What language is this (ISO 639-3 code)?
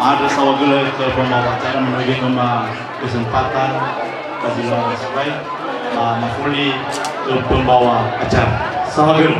nia